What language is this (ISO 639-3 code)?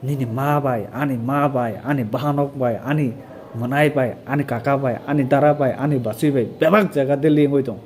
trp